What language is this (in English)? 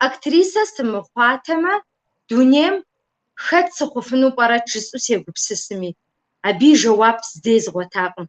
Kabardian